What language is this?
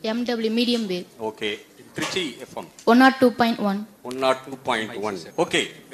Tamil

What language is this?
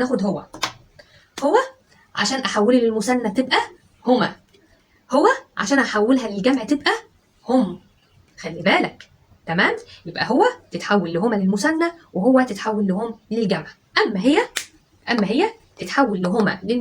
Egyptian Arabic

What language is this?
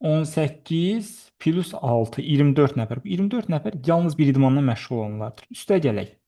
Azerbaijani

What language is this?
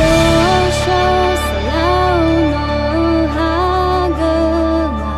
Akha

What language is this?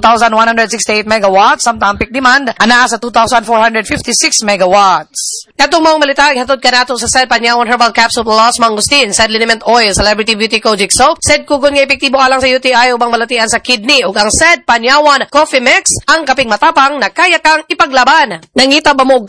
Cebuano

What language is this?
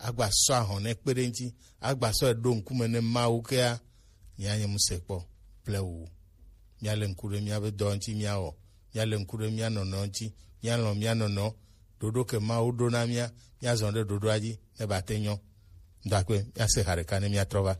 Gen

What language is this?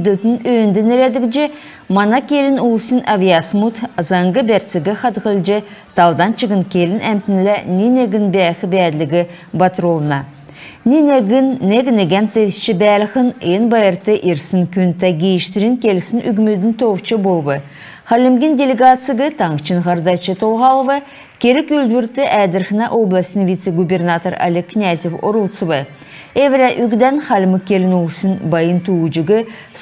Kalmyk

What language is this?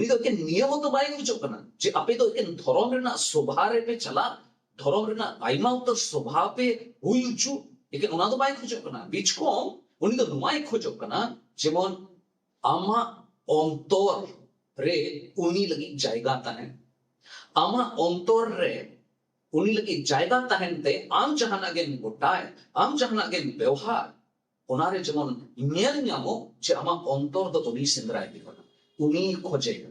Santali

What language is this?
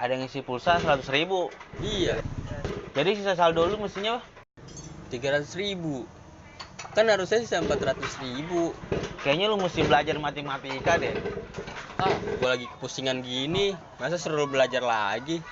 Betawi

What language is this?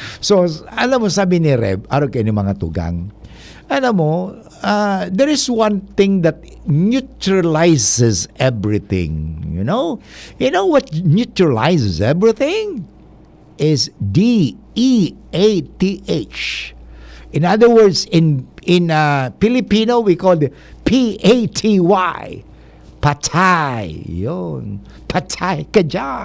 Bikol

